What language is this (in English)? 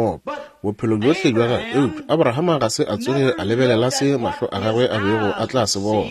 Northern Sotho